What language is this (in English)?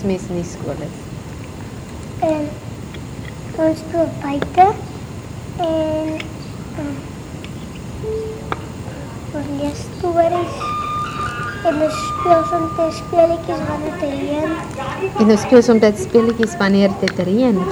Afrikaans